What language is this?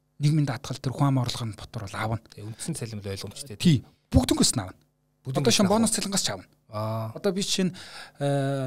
Mongolian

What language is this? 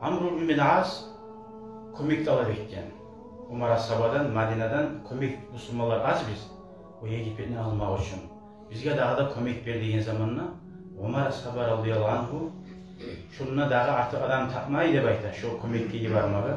Kumyk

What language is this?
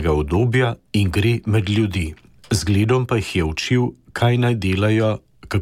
Slovenian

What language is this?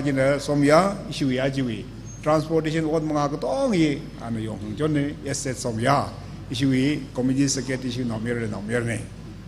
Tangkhul Naga (India)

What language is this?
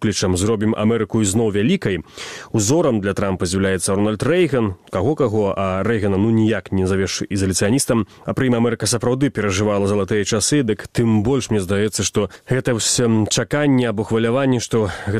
Belarusian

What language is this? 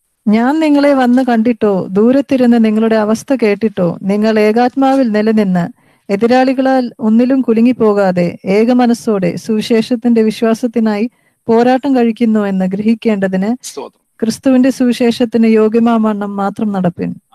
Malayalam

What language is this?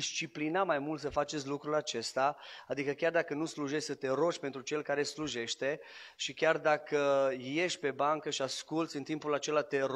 Romanian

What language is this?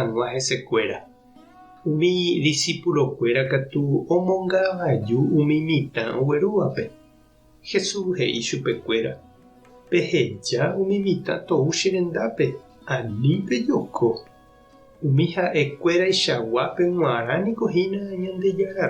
Guarani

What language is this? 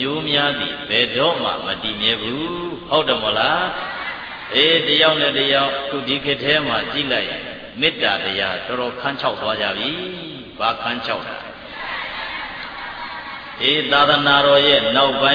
Burmese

